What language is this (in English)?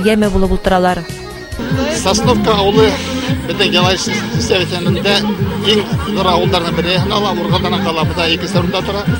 Bashkir